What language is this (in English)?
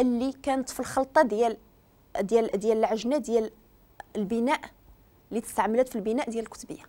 Moroccan Arabic